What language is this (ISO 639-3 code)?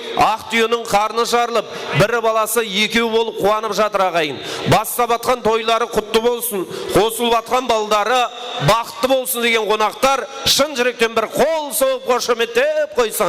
kaa